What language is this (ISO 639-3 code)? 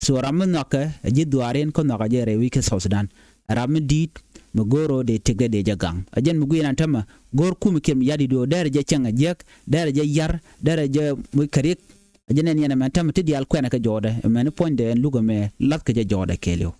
nus